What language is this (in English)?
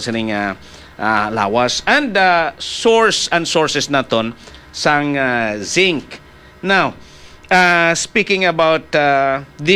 Hiligaynon